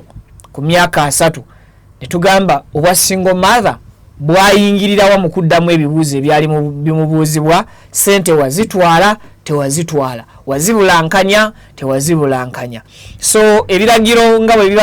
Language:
Ganda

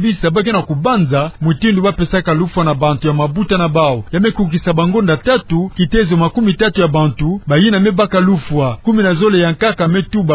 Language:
Kituba (Democratic Republic of Congo)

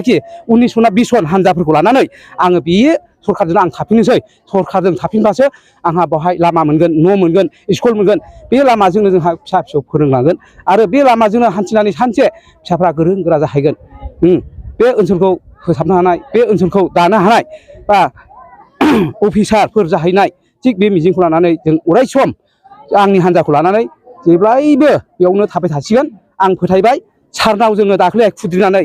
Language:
Bodo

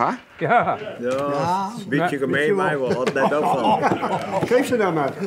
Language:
Western Frisian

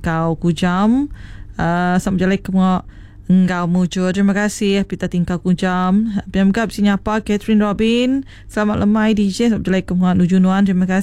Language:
Iban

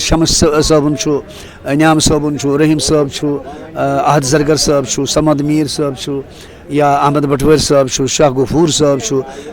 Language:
Kashmiri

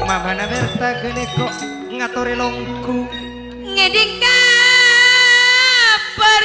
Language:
Madurese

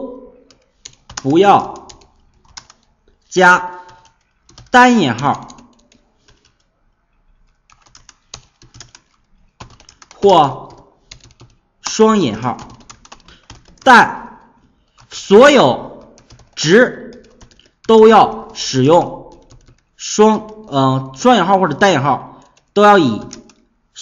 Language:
Chinese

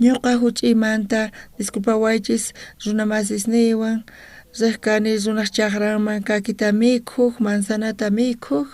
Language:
South Bolivian Quechua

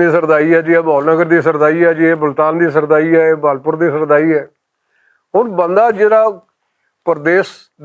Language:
Western Panjabi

